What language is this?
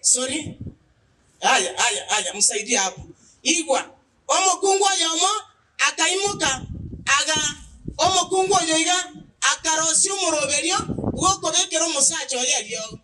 Gusii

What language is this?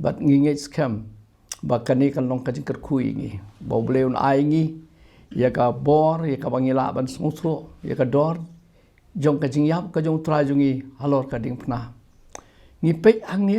Khasi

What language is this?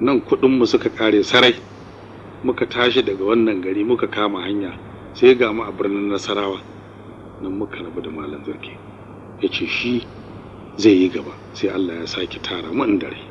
Hausa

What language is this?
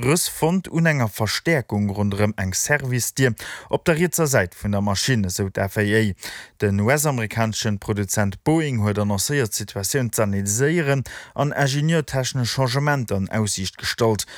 Luxembourgish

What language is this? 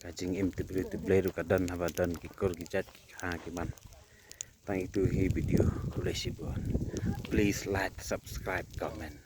Khasi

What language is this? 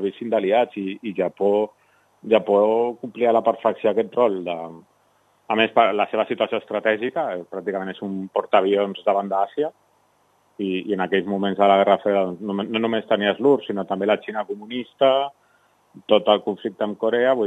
Catalan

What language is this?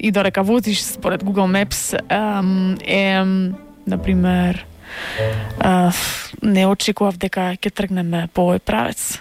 Macedonian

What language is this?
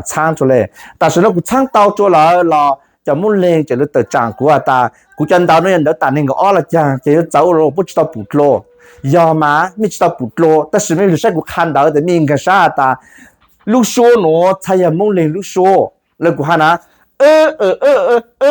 Hmong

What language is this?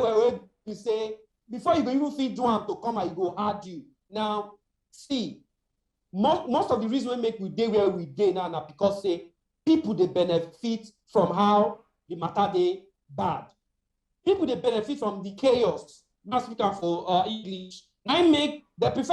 Nigerian Pidgin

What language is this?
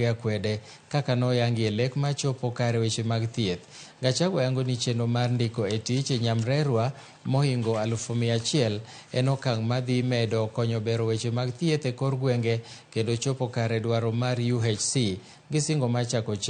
Luo (Kenya and Tanzania)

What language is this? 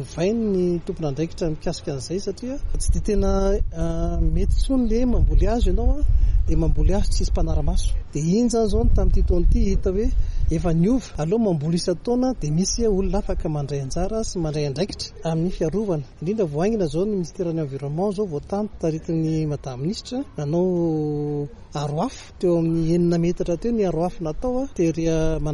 Malagasy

